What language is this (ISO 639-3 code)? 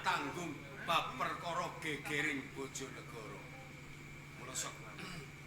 jav